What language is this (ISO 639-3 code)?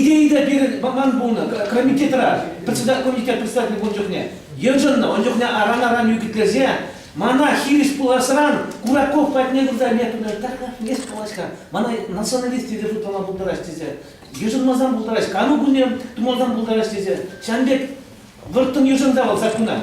chv